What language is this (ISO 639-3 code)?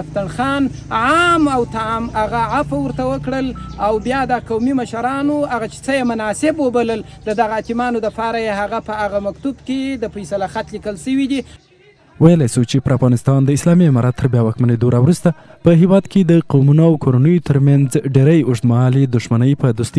pus